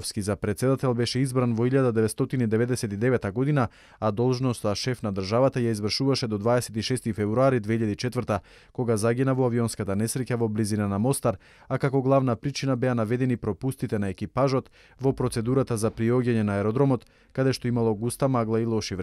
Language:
Macedonian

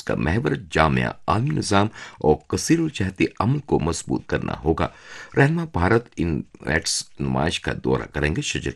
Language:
Urdu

